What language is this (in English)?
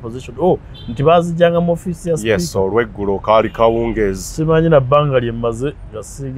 Ganda